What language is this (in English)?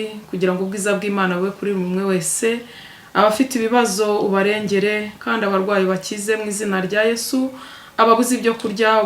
Kinyarwanda